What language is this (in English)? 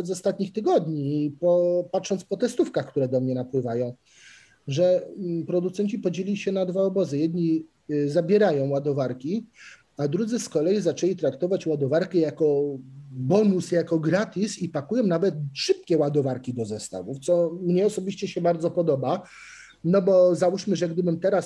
Polish